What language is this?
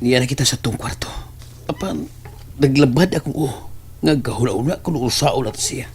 Cebuano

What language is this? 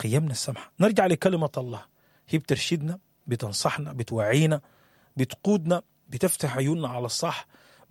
Sudanese Arabic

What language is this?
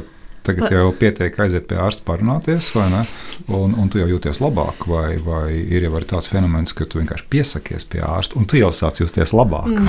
Latvian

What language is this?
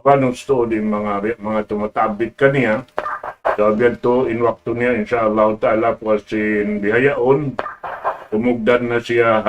Tausug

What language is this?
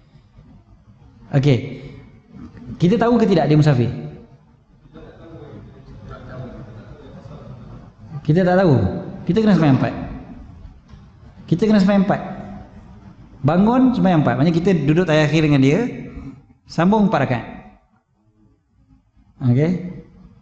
Malay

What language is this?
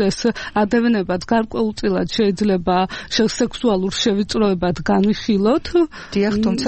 Georgian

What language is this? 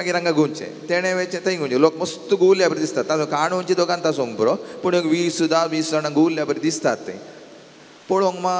Konkani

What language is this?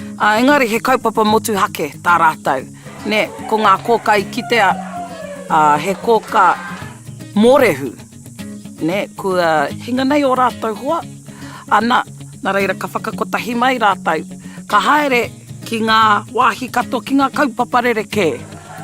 Māori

